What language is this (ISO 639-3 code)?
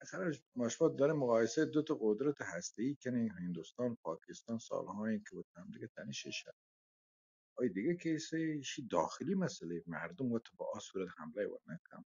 bal